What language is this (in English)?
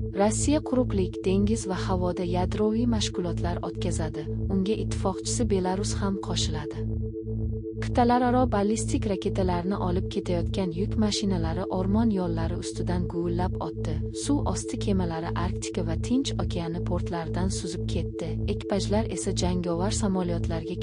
Uzbek